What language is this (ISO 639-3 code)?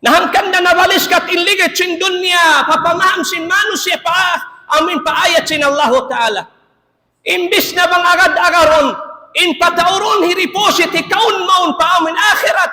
tsg